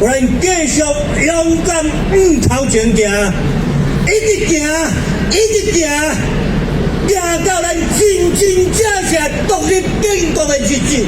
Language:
Min Nan Chinese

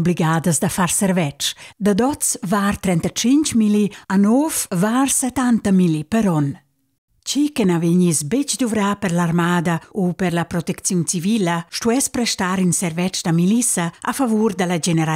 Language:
Romansh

